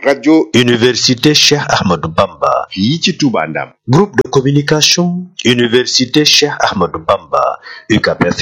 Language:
Wolof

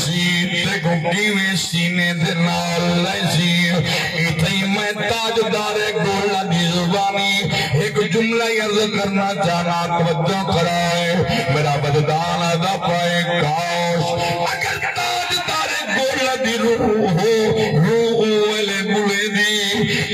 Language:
Saraiki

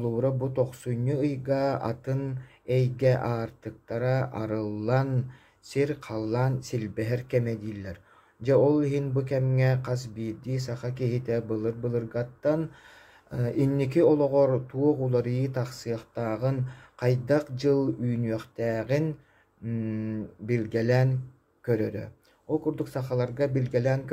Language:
Yakut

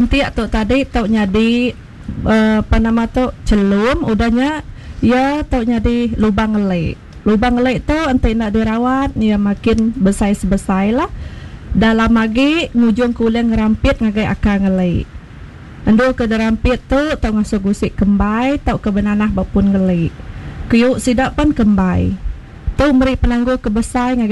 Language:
Iban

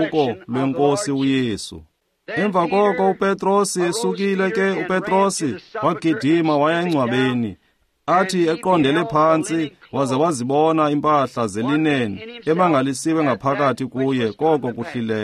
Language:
Xhosa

